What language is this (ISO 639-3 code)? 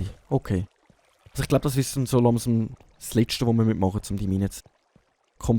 gsw